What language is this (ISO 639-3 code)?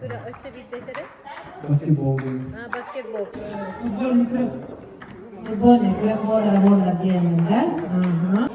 sah